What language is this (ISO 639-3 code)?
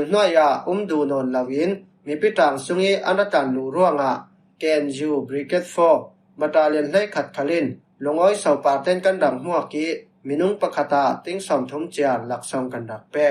cfm